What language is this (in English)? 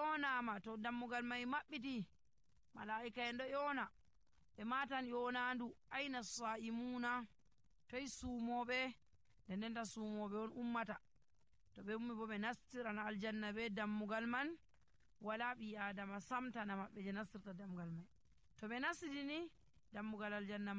Nigerian Fulfulde